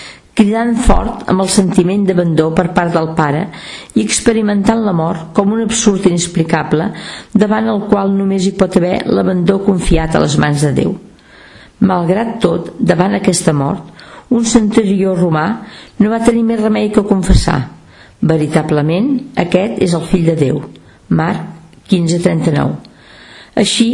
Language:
Catalan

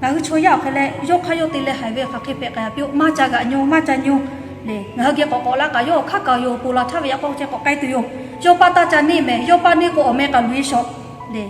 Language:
Lahu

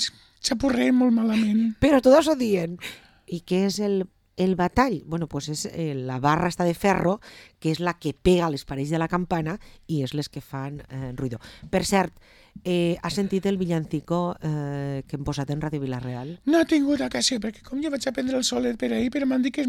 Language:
Catalan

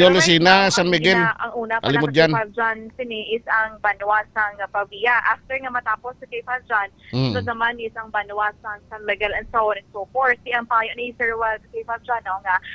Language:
Hiligaynon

